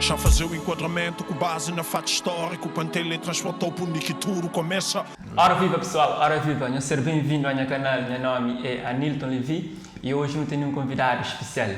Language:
Kabuverdianu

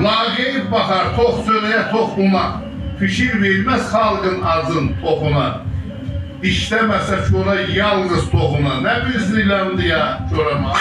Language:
South Azerbaijani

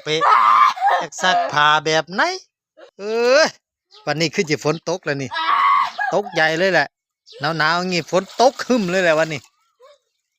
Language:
Lao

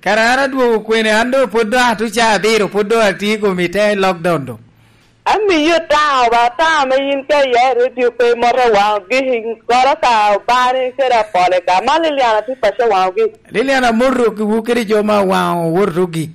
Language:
Lango (Uganda)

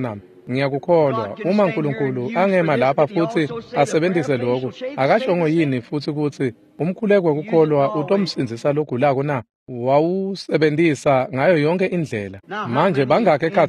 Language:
Swati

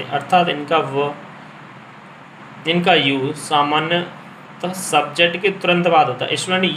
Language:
Hindi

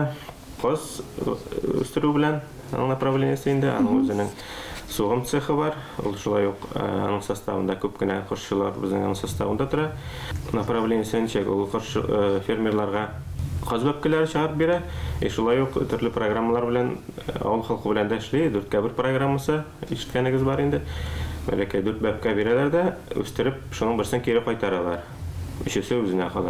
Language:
Tatar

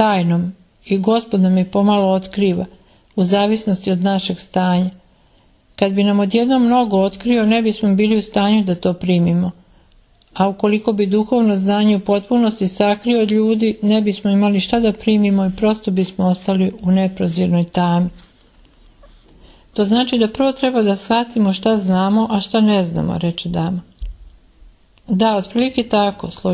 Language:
Serbian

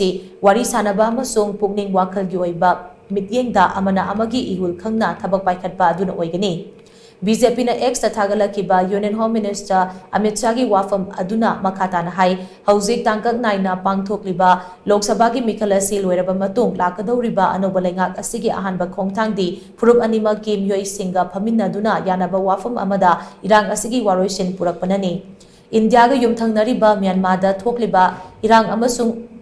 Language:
Manipuri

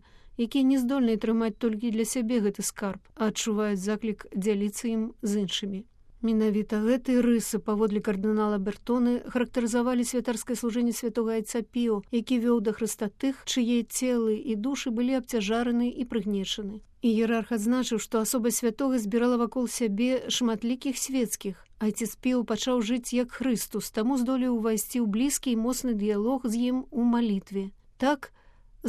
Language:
Belarusian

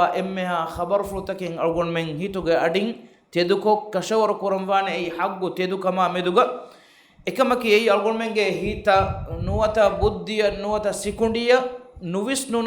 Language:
Divehi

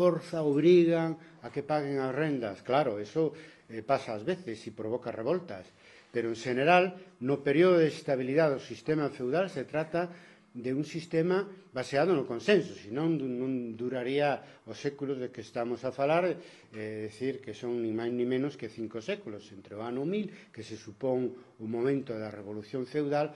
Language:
Galician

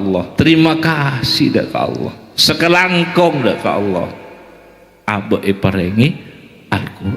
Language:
Madurese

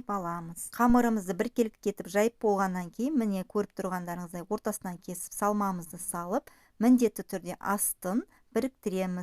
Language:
Kazakh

